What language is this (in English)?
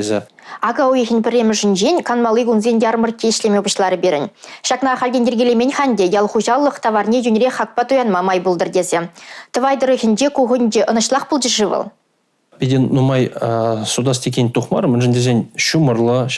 Chuvash